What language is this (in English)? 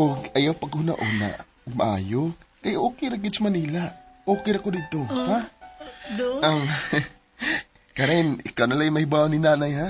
Cebuano